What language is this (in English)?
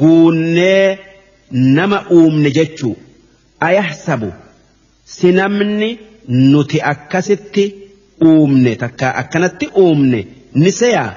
Oromo